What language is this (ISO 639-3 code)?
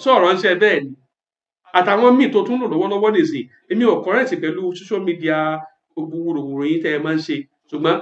yor